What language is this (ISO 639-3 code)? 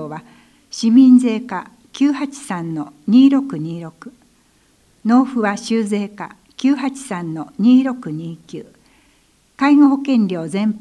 jpn